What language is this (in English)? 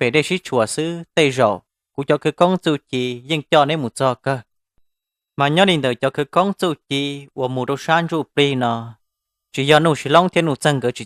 Hmong